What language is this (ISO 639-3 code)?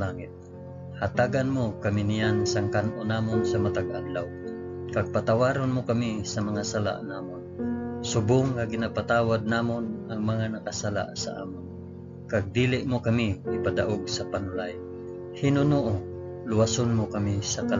hil